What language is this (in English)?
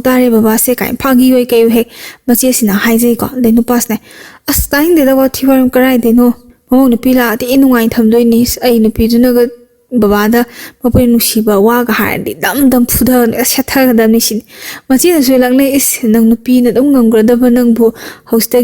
Manipuri